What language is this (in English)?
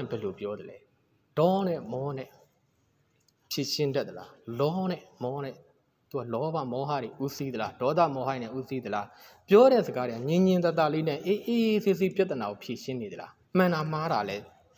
Burmese